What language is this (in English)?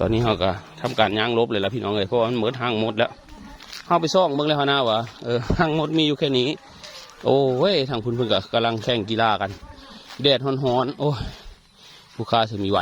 Northeastern Thai